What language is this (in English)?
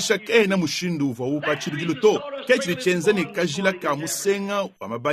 Luba-Lulua